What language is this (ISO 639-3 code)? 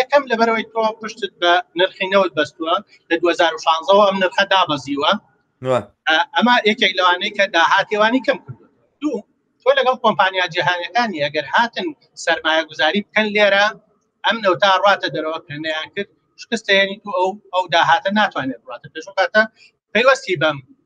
ckb